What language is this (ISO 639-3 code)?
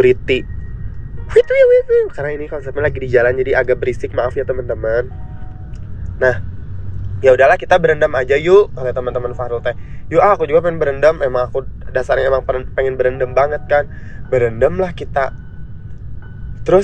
ind